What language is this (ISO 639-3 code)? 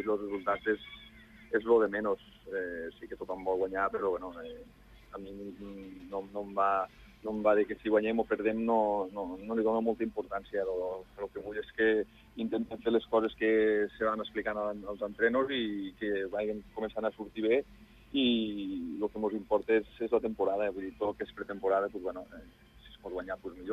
cat